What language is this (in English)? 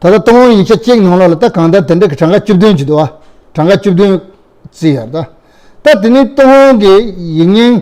Tibetan